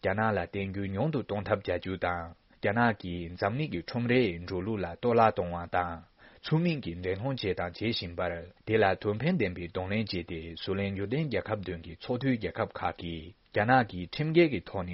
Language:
Tibetan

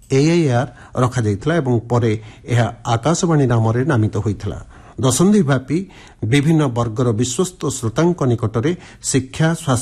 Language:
Odia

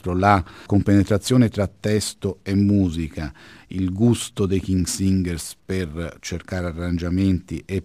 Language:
Italian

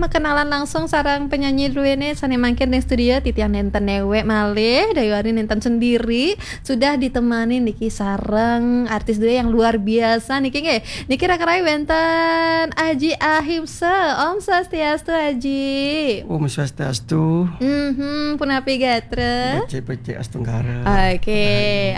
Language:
Balinese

